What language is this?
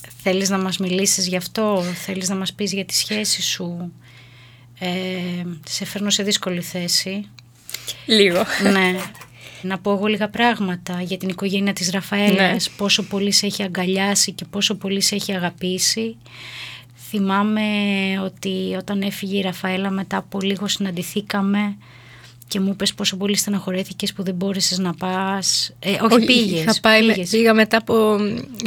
Greek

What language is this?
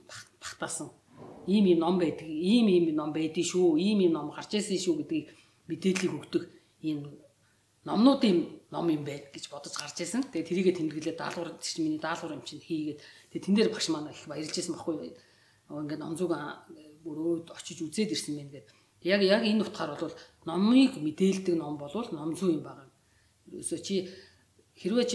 Mongolian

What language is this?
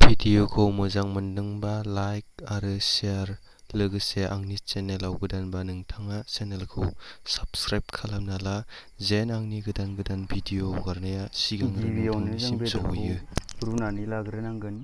Bodo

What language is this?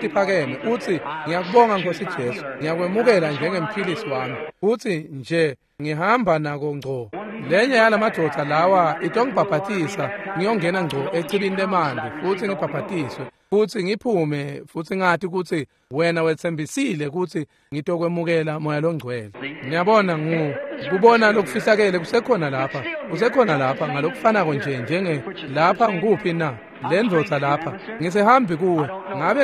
Swati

